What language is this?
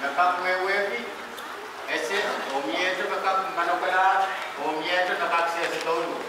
Pohnpeian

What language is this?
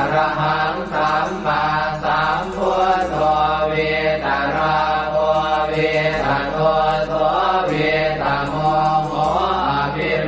Pali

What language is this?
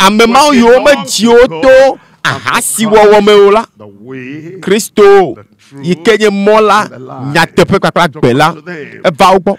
Ewe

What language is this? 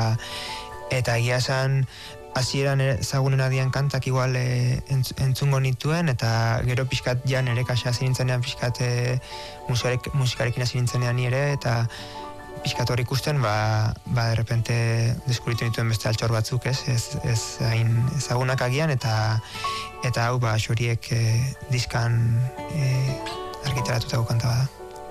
Basque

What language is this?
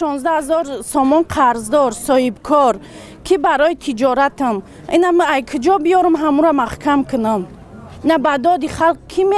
Tajik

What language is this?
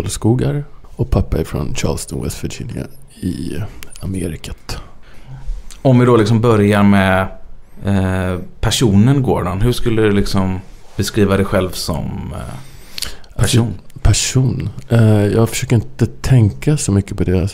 Swedish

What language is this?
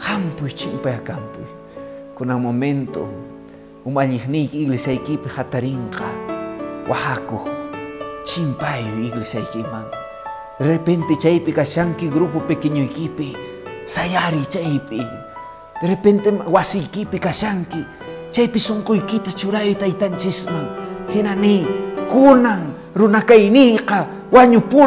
Quechua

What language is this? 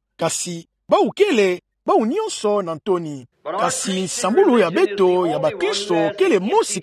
Kituba (Democratic Republic of Congo)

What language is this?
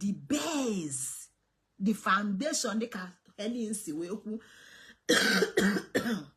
Igbo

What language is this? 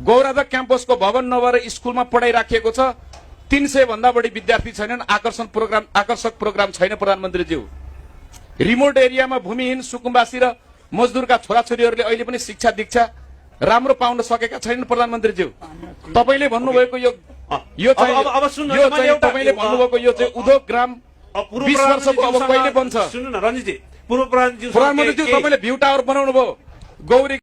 Nepali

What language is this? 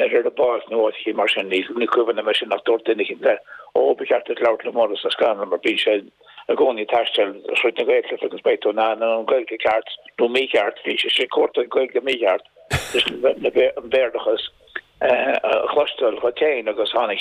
Irish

